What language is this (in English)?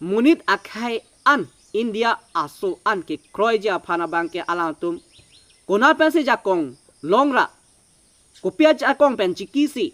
Karbi